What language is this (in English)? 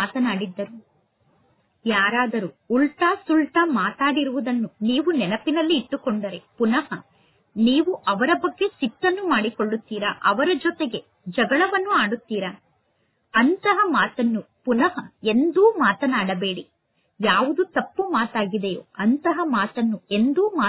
Kannada